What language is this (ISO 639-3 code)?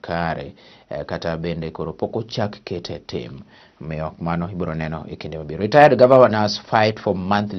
luo